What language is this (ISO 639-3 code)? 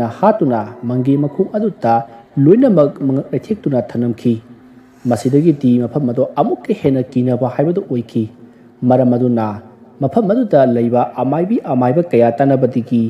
mni